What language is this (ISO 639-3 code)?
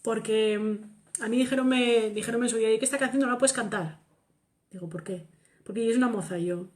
ast